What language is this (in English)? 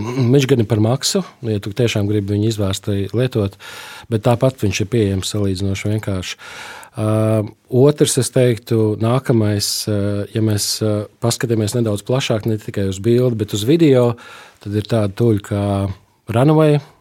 Latvian